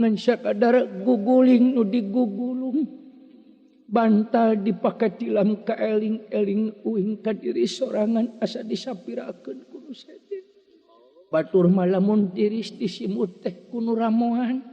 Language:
Sundanese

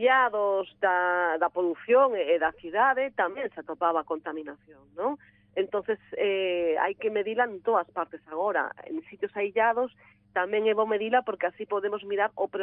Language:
Galician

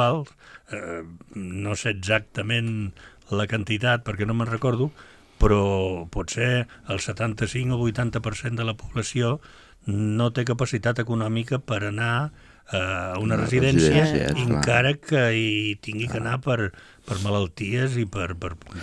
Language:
Catalan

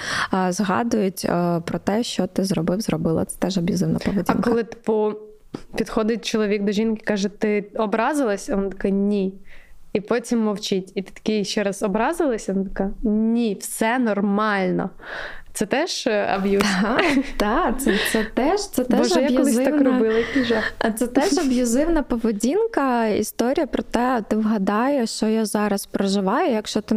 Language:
Ukrainian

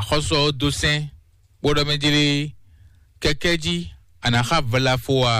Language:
Fon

